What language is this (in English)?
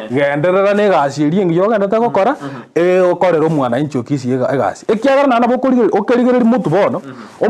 Gusii